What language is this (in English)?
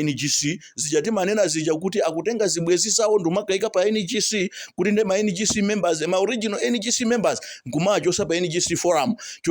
Nyanja